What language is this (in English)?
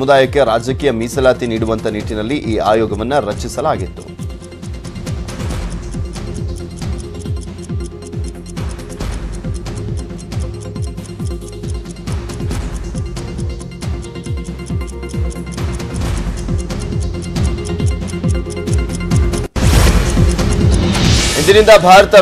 Kannada